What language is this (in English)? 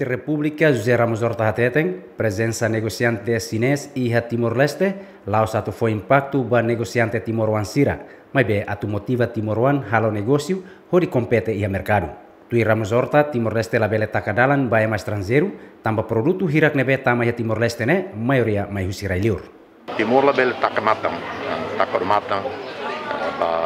Tetum